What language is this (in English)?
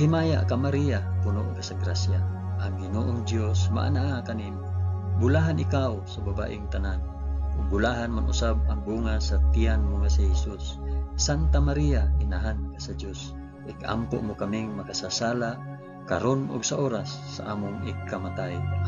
Cebuano